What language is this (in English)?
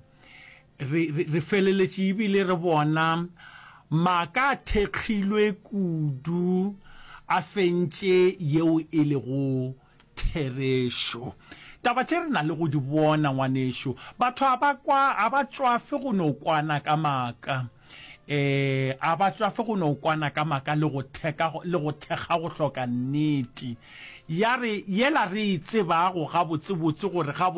Northern Sotho